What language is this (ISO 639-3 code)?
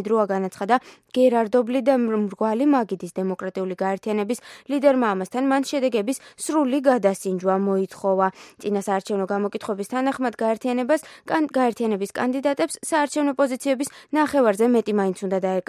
kat